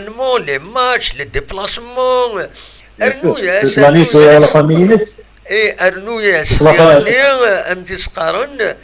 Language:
Kabyle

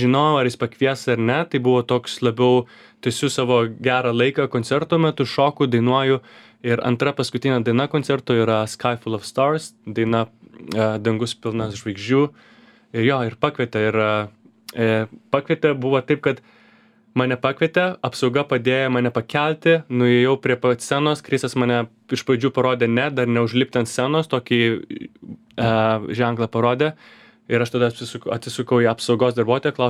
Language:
Lithuanian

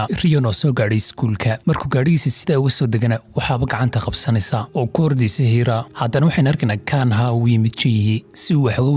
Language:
Somali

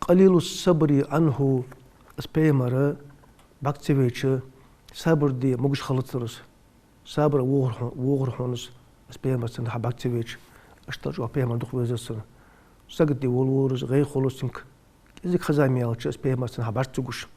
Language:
Ingush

